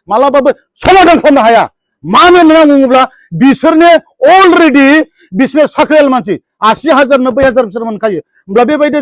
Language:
Bodo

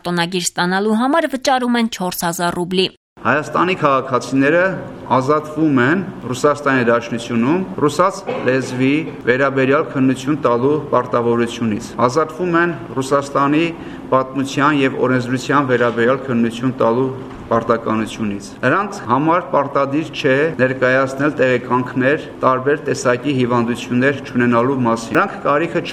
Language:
Armenian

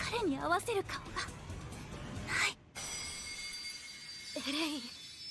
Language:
Japanese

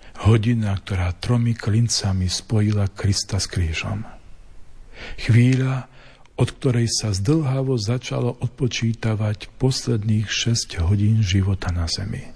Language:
Slovak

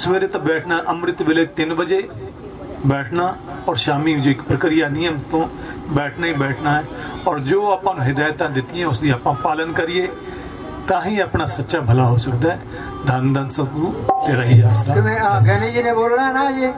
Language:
Hindi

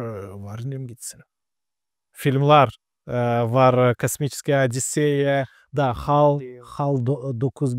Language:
Gagauz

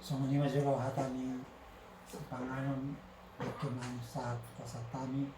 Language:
Batak Toba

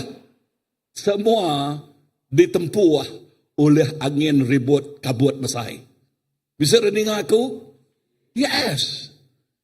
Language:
Iban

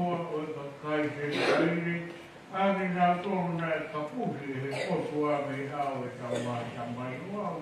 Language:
Tongan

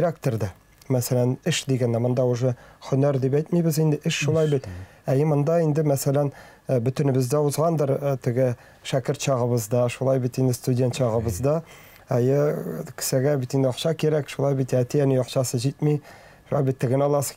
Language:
Tatar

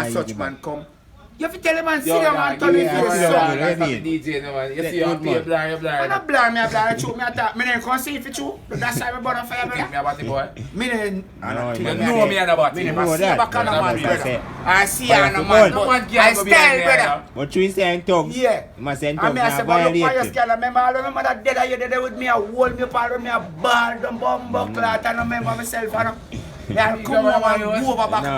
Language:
Jamaican Creole English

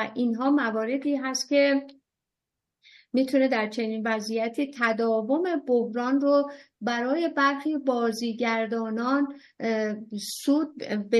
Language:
Persian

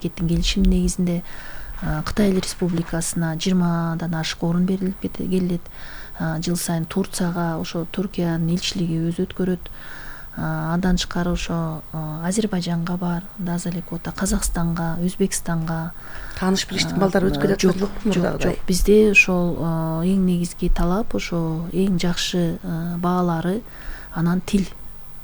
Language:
Kyrgyz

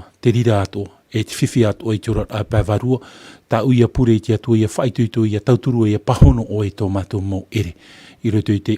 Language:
Tahitian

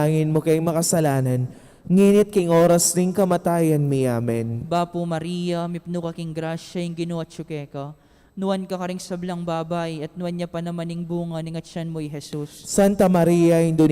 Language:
Pampanga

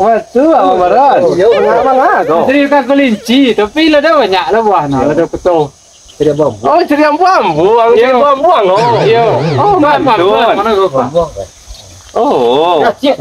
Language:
Minangkabau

